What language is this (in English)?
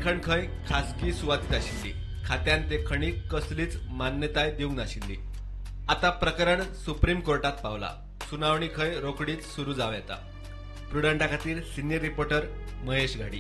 Konkani